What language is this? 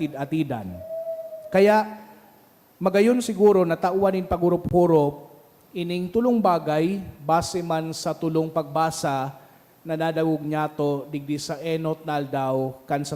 Bikol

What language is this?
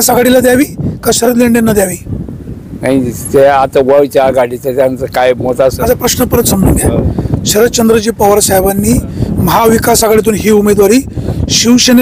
Marathi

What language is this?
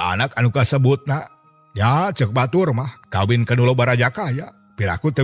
Sundanese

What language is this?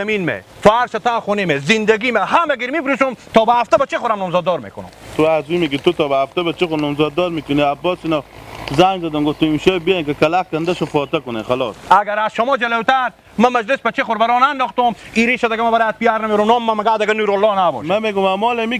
Persian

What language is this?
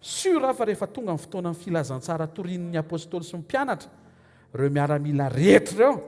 Malagasy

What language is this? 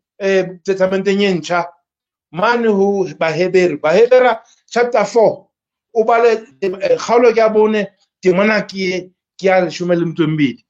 Southern Sotho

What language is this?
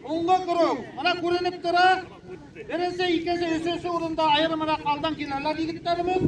Bashkir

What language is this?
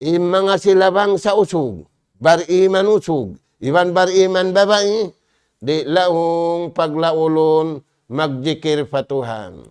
Tausug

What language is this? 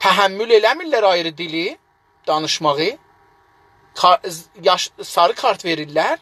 South Azerbaijani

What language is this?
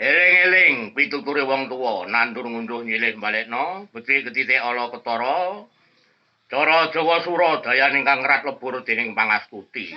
Javanese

